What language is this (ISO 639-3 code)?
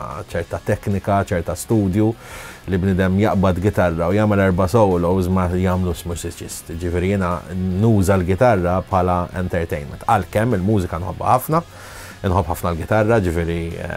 mlt